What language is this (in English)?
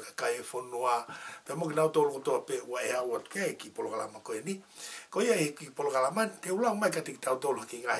Tongan